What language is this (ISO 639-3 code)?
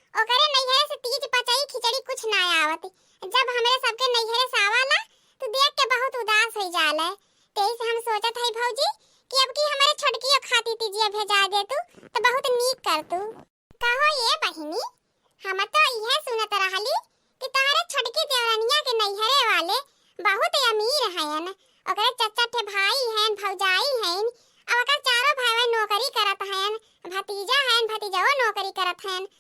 awa